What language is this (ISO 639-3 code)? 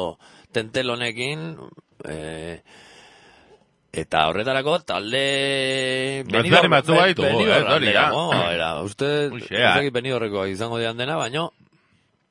eus